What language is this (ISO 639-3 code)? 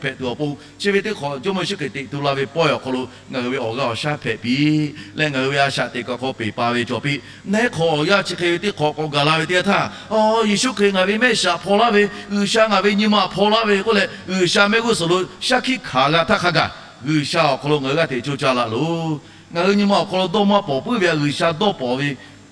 lhu